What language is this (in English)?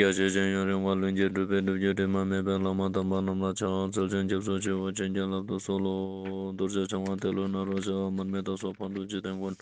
Ladakhi